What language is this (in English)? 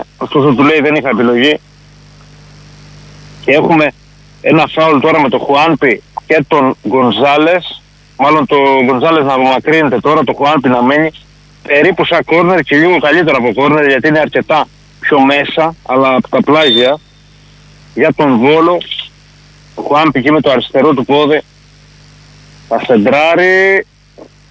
Greek